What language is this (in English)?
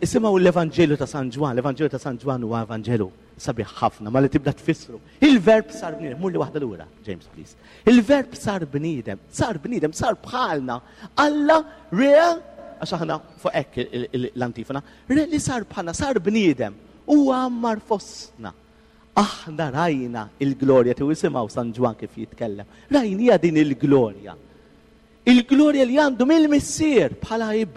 Maltese